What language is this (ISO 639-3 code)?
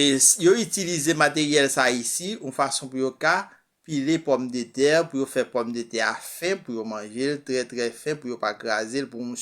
hat